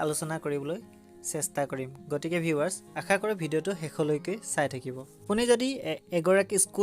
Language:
Assamese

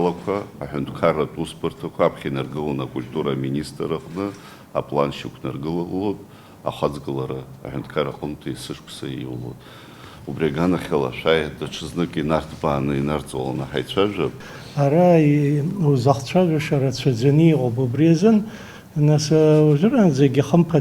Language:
Abkhazian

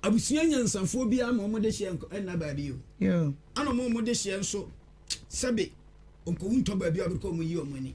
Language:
Akan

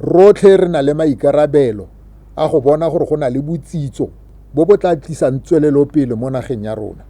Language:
Tswana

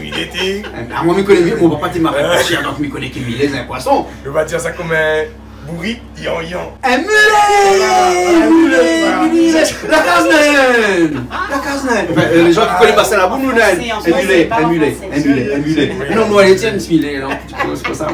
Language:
Réunion Creole French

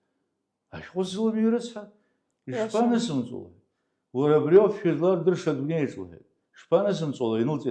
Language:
Abkhazian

